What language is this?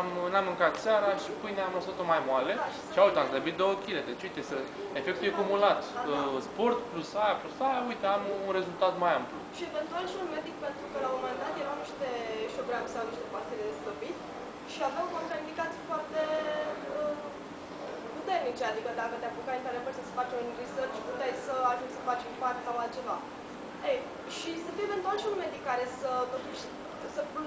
Romanian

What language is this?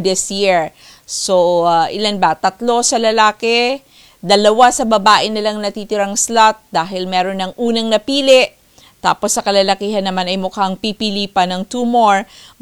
Filipino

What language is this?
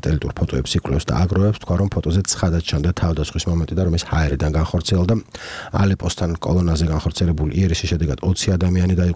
Georgian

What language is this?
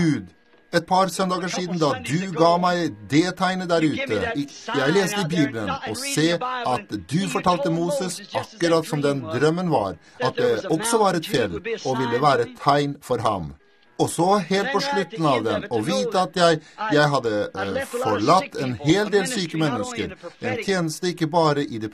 Norwegian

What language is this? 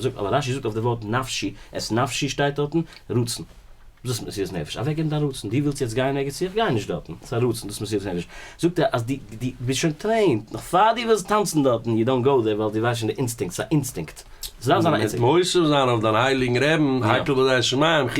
Yiddish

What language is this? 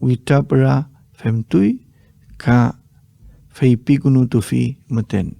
Mapuche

